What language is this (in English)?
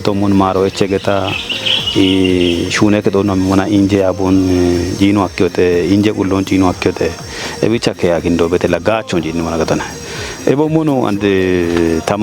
Kafa